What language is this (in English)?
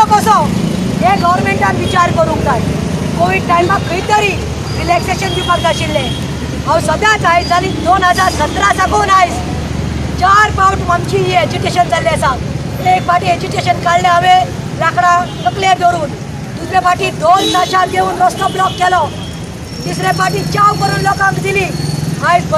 Konkani